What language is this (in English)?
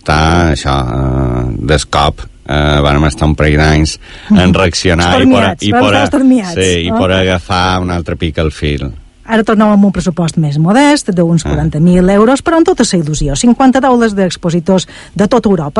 Catalan